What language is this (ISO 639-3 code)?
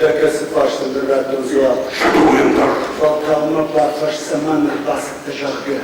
oss